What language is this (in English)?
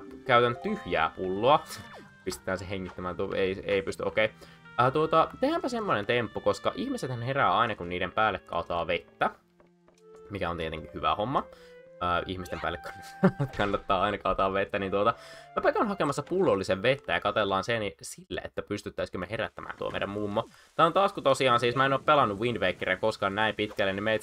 Finnish